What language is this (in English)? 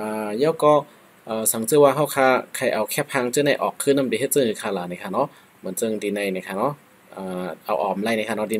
Shan